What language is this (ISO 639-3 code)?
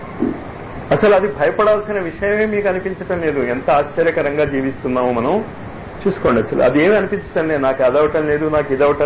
tel